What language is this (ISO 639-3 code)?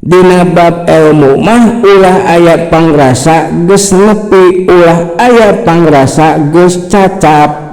sun